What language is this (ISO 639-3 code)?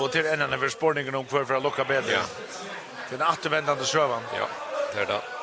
fao